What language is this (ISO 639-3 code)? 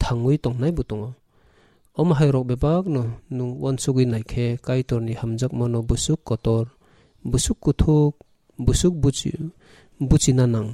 trp